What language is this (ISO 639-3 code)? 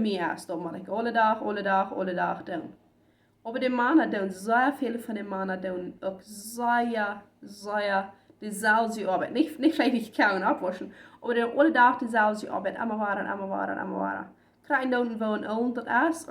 pdt